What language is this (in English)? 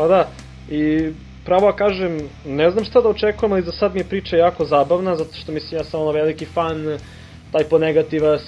Serbian